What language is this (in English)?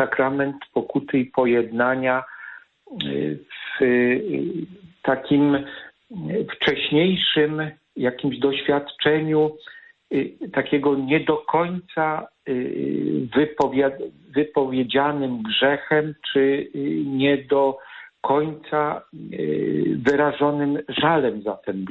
Polish